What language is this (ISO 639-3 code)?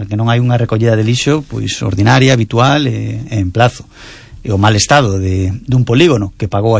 glg